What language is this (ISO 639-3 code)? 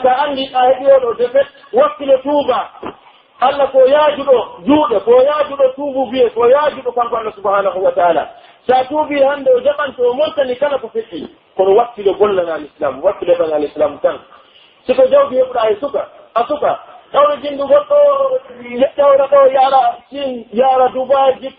fuf